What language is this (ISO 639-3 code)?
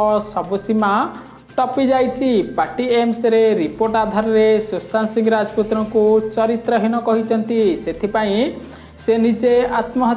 ori